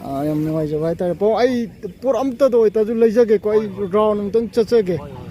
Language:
Manipuri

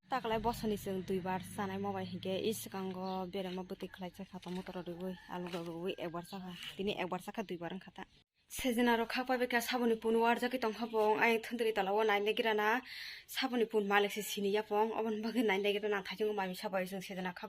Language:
Kok Borok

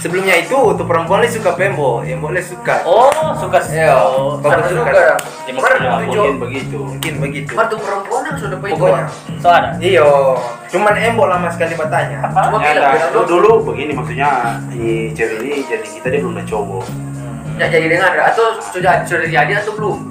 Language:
Manado Malay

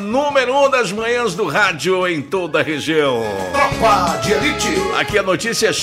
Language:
Portuguese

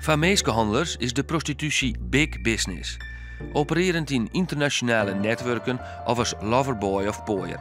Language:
Western Frisian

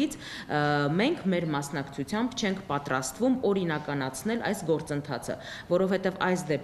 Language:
Armenian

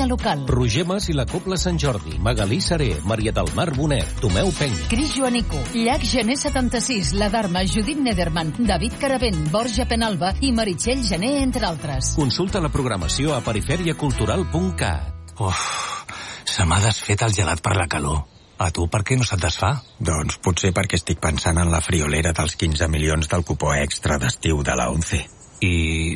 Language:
Catalan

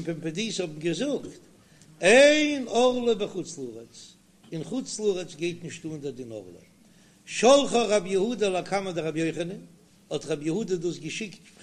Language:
Yiddish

